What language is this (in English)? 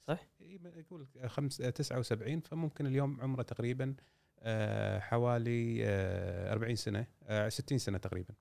Gulf Arabic